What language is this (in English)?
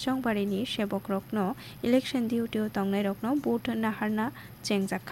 Kok Borok